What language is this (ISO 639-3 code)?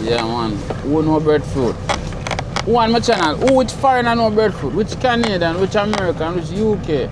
jam